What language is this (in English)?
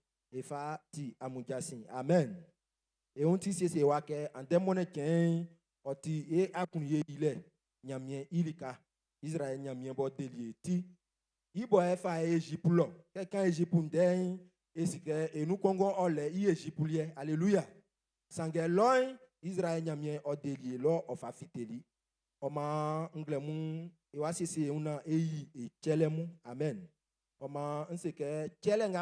Baoulé